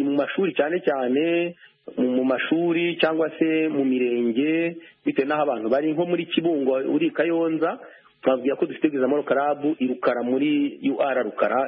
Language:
Kinyarwanda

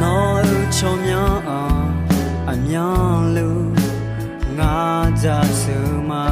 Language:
Akha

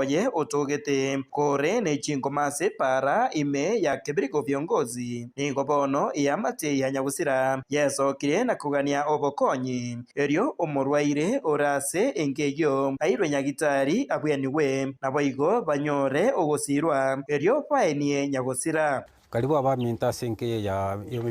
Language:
Gusii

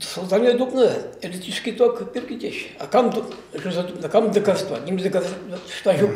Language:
Chuvash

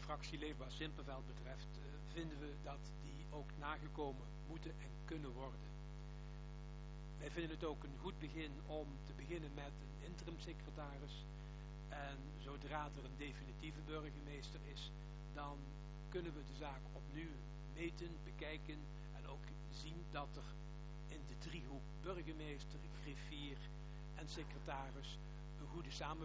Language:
Dutch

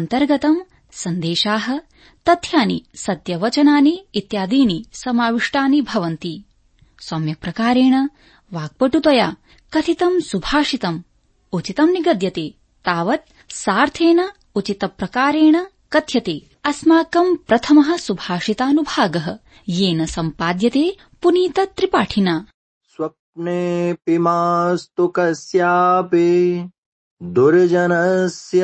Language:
Sanskrit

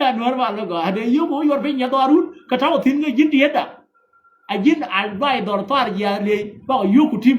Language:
Nuer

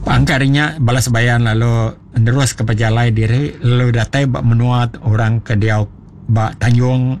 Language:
Iban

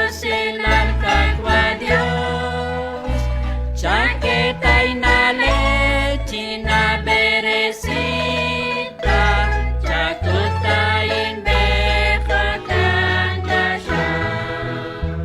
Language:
Kekchí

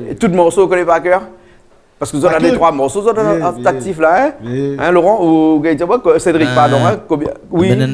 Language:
Réunion Creole French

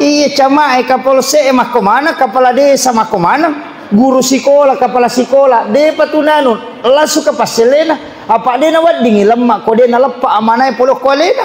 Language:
Buginese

